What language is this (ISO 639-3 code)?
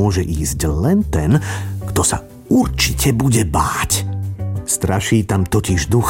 slk